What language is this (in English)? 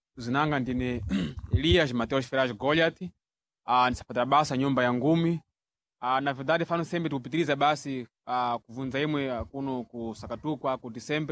Sena